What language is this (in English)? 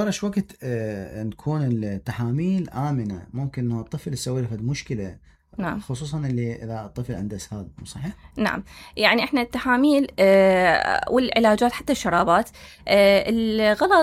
Mesopotamian Arabic